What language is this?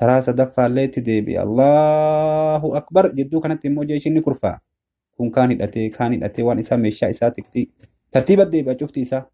Oromo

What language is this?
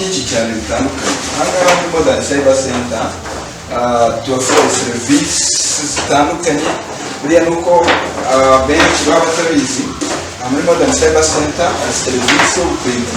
Kinyarwanda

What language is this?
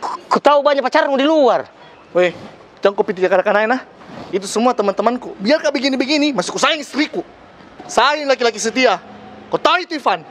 Makassar Malay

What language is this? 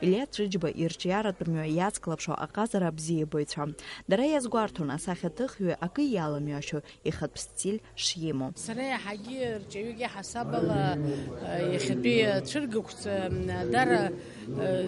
Abkhazian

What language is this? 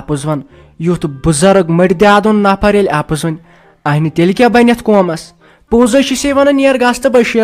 Kashmiri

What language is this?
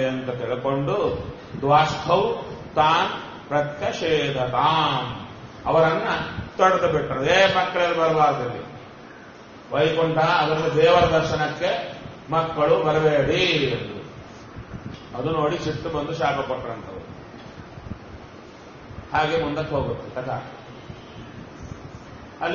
Kannada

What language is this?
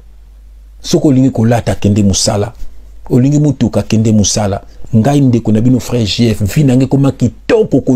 Lingala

